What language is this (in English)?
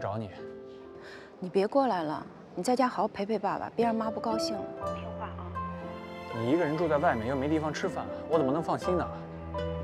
Chinese